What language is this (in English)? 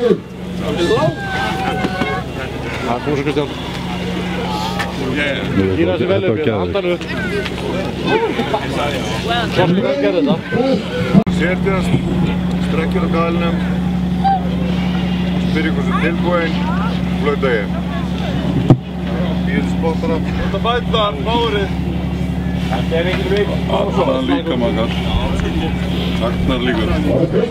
Icelandic